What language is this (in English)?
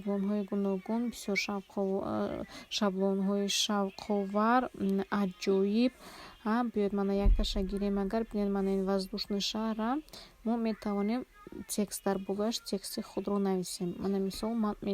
Tajik